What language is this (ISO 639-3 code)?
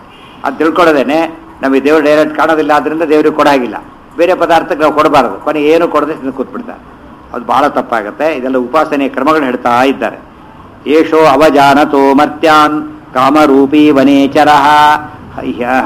kan